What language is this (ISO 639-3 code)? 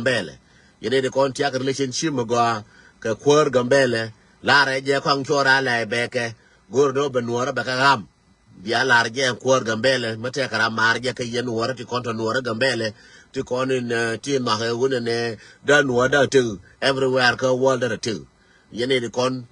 nus